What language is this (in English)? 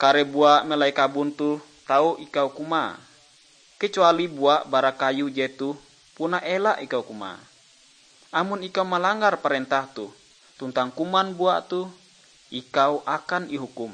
Ngaju